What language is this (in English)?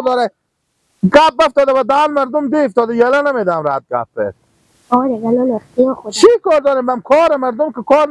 Persian